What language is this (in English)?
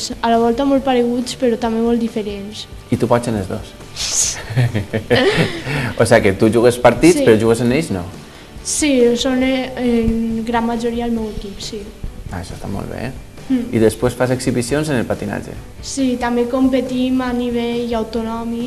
Catalan